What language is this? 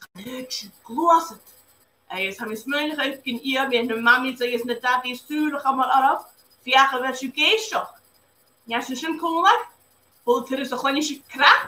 Scottish Gaelic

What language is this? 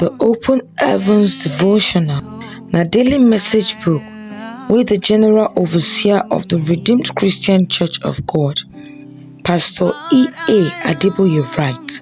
Nigerian Pidgin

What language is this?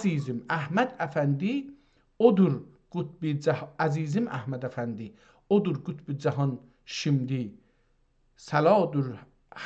South Azerbaijani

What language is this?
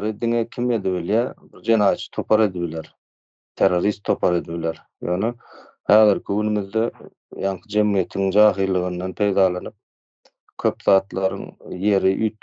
Turkmen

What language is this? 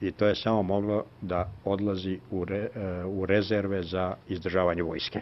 Serbian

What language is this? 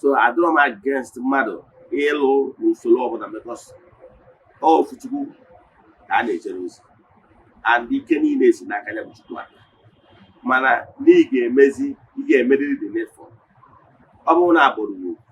Igbo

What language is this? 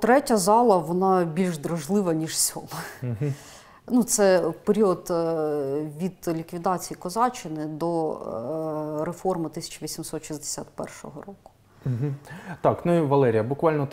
Ukrainian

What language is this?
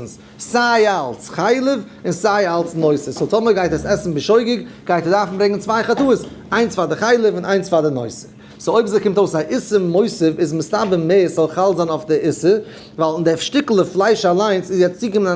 Yiddish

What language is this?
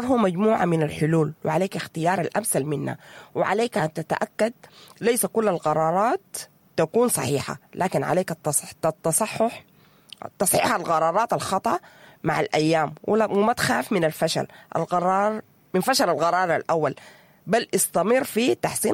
Sudanese Arabic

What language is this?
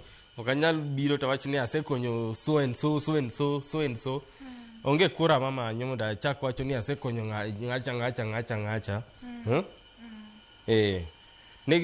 Luo (Kenya and Tanzania)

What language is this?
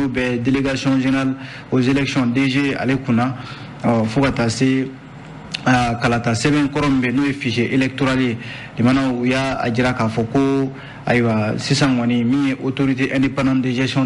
Bambara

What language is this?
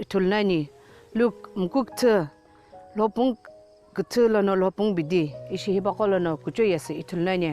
Sumi Naga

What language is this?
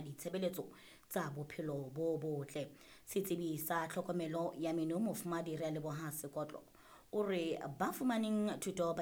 Southern Sotho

